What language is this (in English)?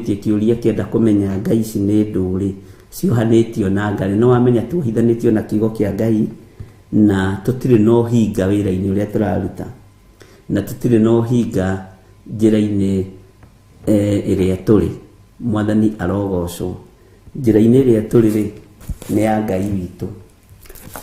Kikuyu